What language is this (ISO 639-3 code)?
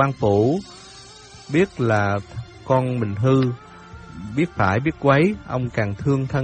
vie